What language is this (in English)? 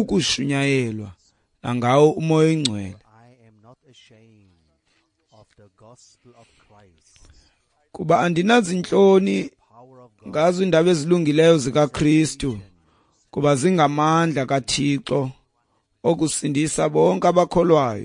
Xhosa